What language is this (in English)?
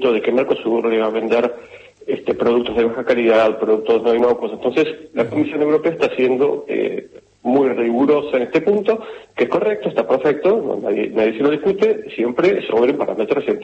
Spanish